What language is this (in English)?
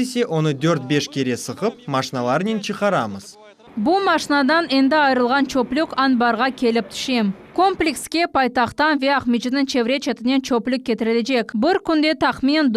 Crimean Tatar